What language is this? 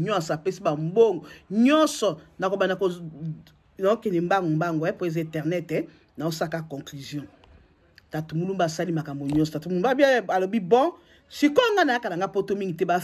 Lingala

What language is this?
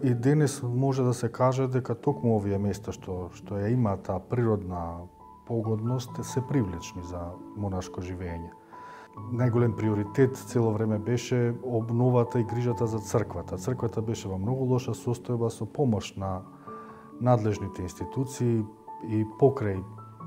Macedonian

